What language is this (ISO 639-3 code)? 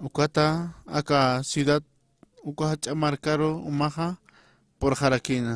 aym